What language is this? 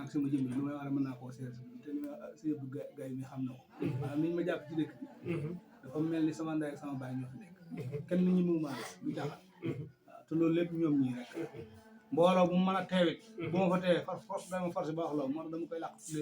Wolof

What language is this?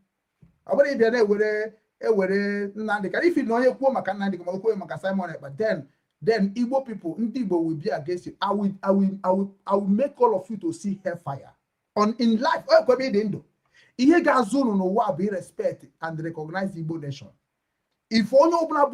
Igbo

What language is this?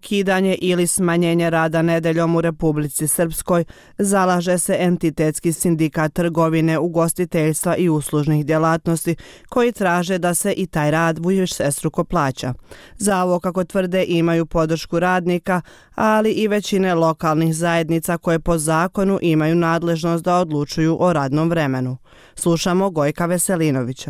Croatian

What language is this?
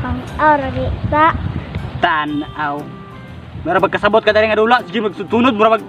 Cebuano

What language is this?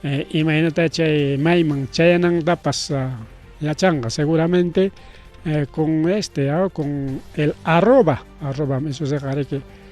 Ayacucho Quechua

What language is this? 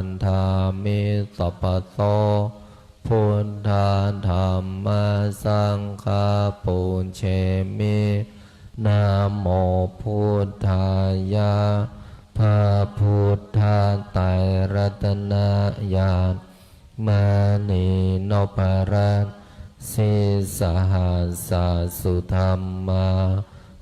Pali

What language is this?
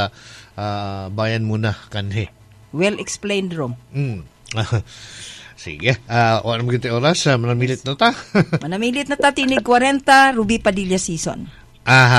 Cebuano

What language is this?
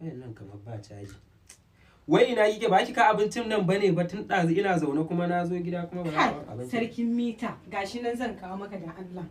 Hausa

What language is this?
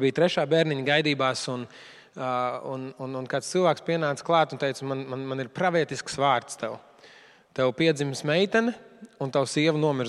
Latvian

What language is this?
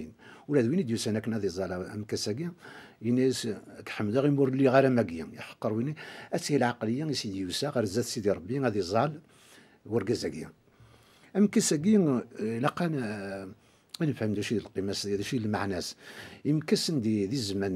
Kabyle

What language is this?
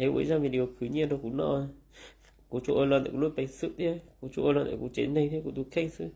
Hmong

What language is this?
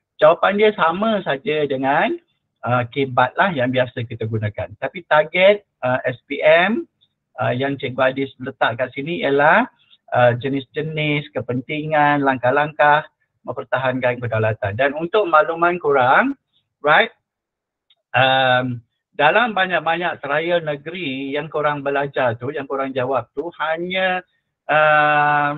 Malay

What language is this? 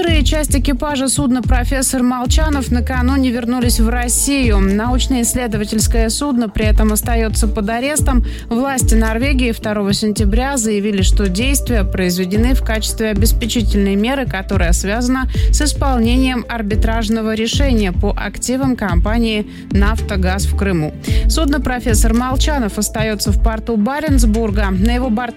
Russian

